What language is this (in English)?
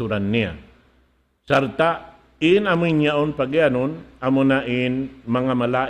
Tausug